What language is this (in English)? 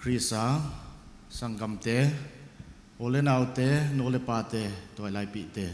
Paite Chin